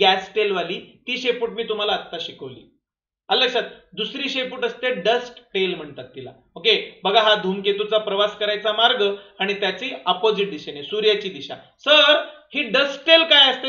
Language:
Marathi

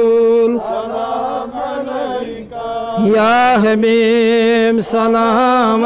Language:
Kashmiri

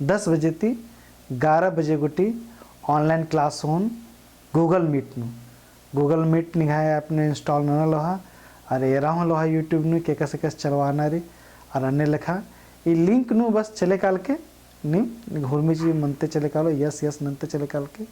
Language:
Kurukh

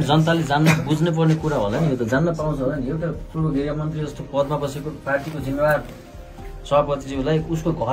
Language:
Nepali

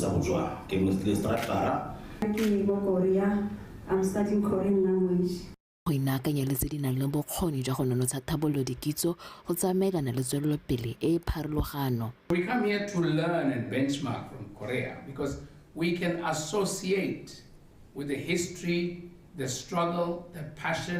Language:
Tswana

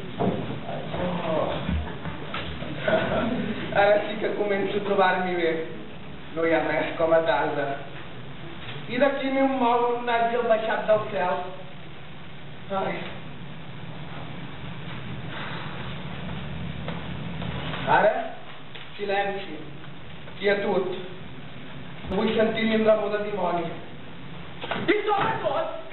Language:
Catalan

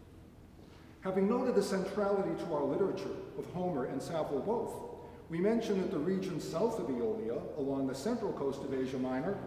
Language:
English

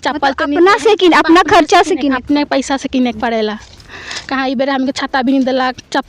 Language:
Sadri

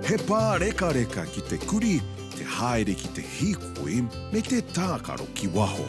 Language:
Māori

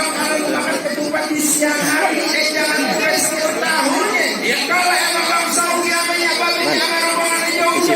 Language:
Betawi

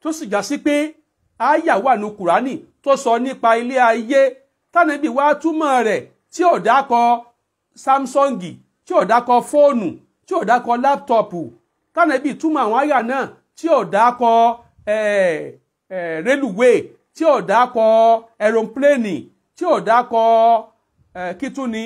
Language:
Yoruba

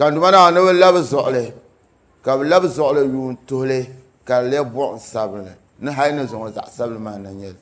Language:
Dagbani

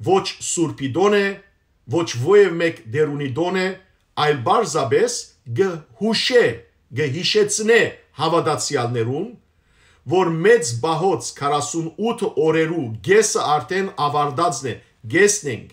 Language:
Western Armenian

